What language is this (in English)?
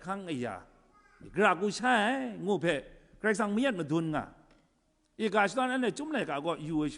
Kachin